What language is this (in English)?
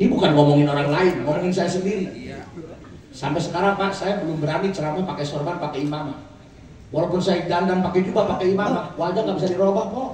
Betawi